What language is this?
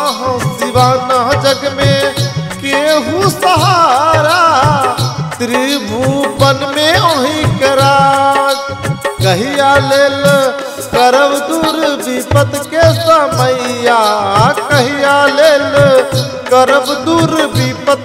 Bhojpuri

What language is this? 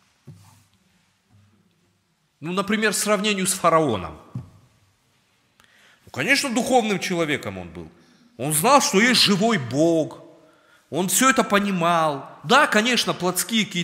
Russian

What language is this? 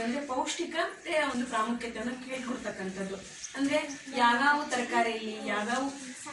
Kannada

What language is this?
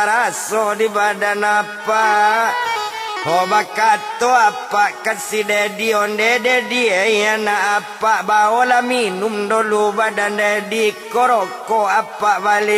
Minangkabau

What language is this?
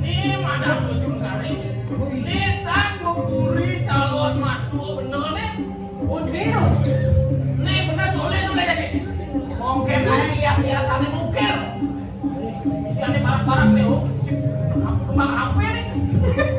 Indonesian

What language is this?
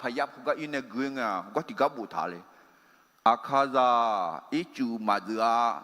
Akha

